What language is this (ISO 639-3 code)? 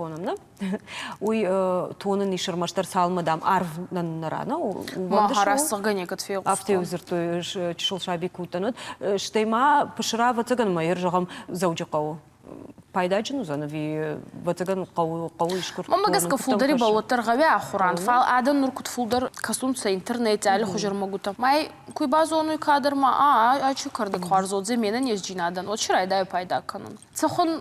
oss